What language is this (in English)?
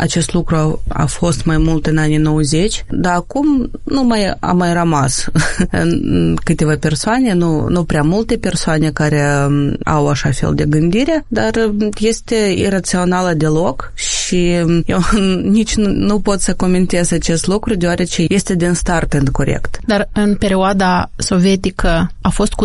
Romanian